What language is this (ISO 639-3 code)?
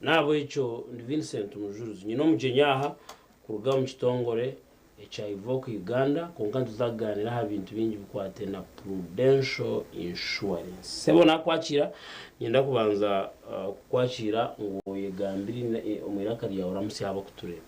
nyn